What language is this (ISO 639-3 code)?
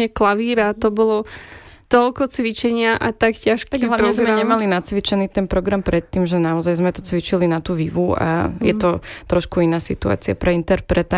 slk